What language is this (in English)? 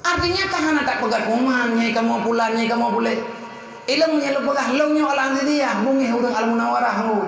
Achinese